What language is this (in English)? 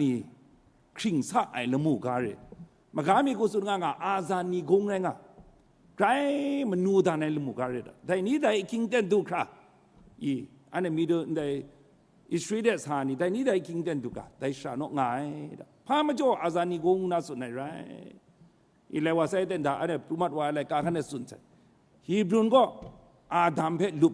Kachin